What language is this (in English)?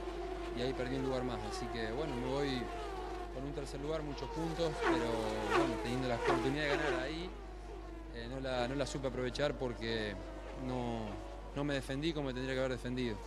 Spanish